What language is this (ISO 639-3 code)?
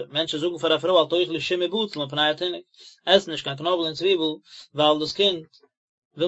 yid